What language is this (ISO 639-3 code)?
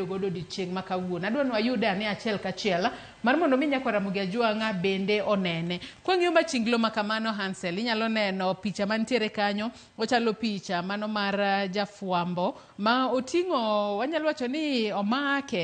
luo